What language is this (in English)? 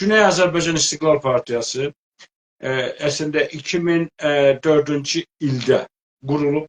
South Azerbaijani